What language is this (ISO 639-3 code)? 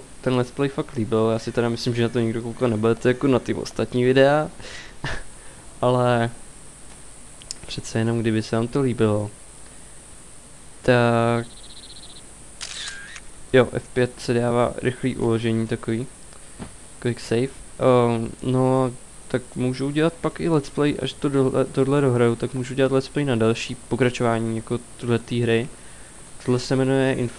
ces